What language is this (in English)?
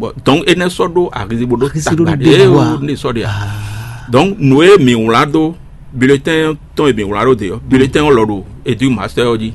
Fon